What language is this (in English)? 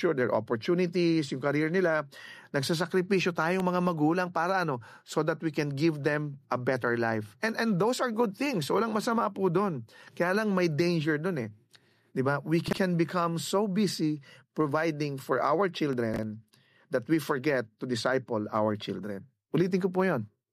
Filipino